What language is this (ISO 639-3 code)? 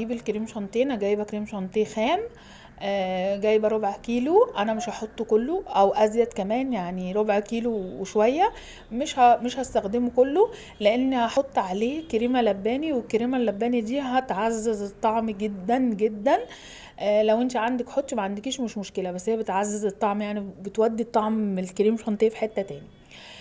arz